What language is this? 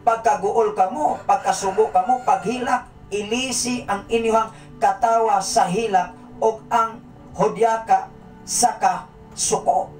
Cebuano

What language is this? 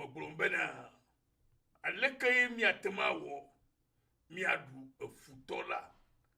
Ewe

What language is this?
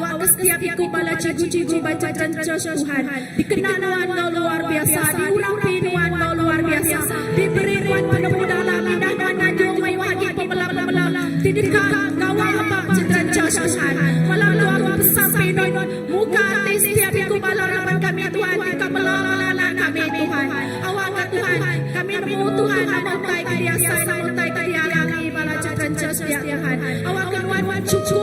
Iban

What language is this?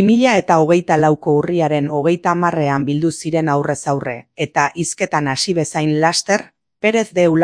Basque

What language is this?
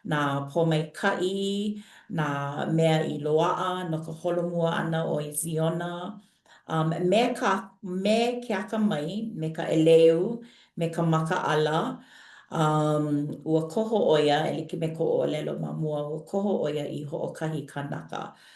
Hawaiian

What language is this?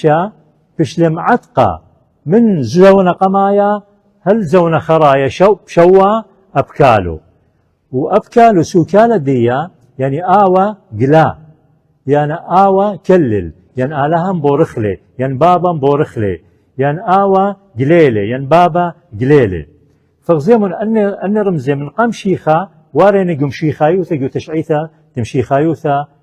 Assyrian Neo-Aramaic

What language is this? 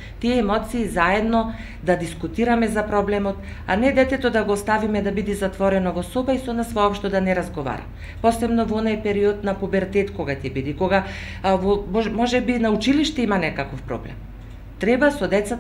Macedonian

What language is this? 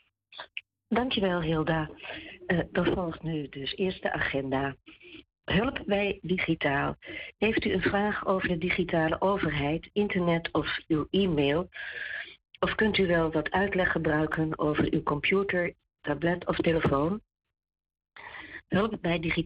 Dutch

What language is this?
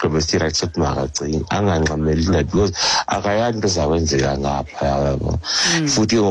Xhosa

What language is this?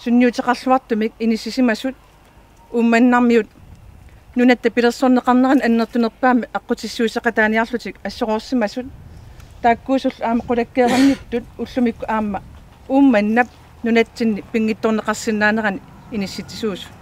Kalaallisut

